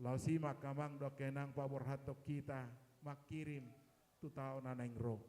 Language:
Batak Toba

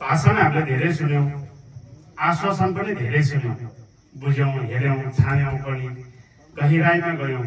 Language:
Nepali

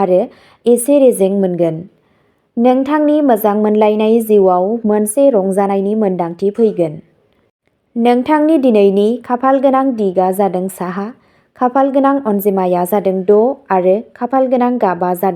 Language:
Bodo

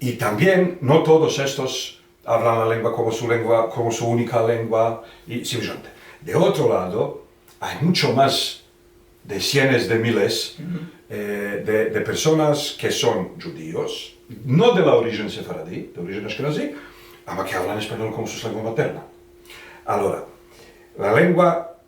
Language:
Ladino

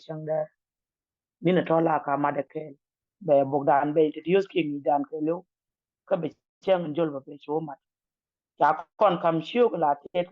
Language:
Nuer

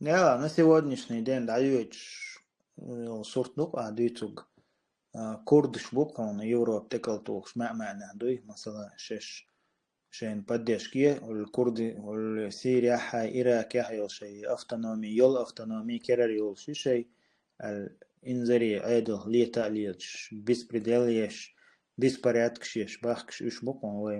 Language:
Chechen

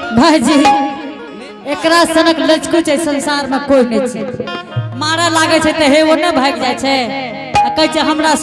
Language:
Angika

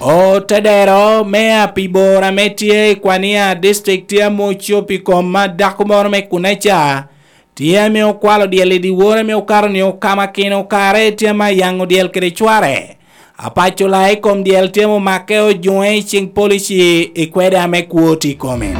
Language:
Lango (Uganda)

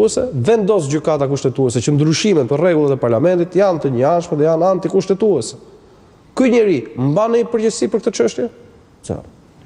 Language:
Albanian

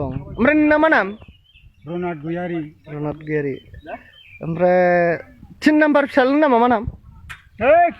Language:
Bodo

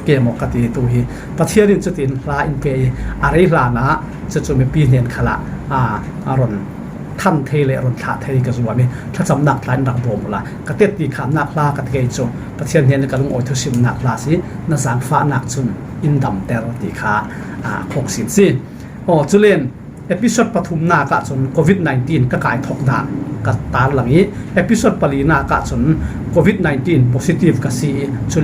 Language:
Falam Chin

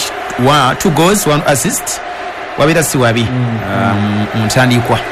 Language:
Ganda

